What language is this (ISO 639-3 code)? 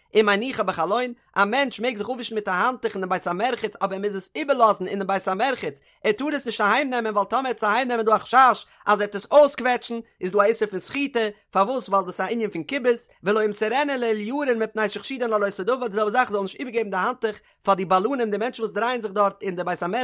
yid